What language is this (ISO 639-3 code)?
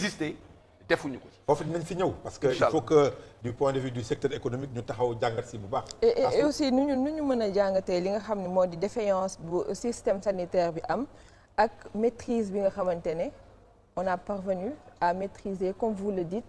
wol